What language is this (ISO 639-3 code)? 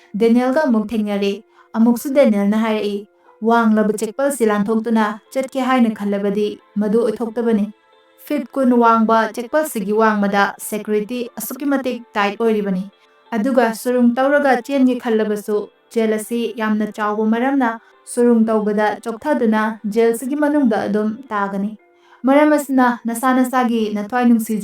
mni